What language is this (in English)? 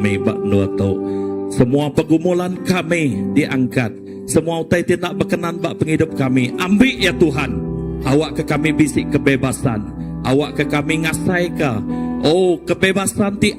Iban